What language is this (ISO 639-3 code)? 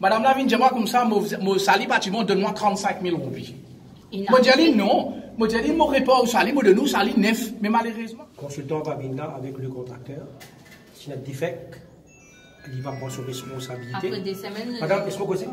mfe